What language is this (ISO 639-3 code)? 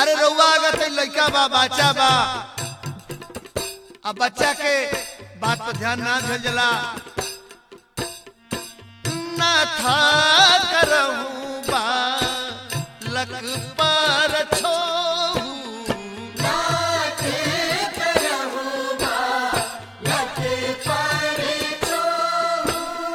bho